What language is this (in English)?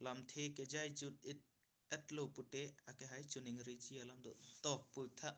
Karbi